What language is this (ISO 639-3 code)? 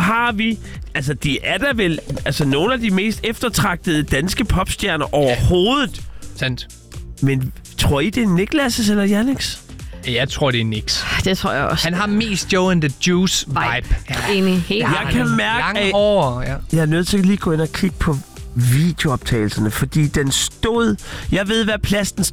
dan